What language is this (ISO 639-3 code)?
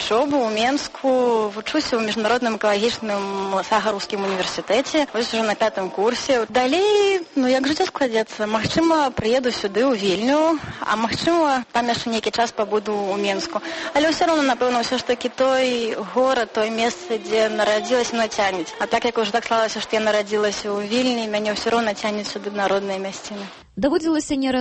bel